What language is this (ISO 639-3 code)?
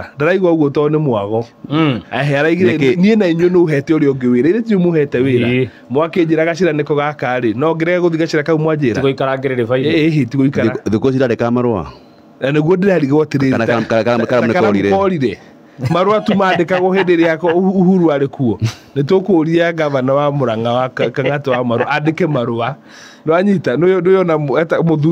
kik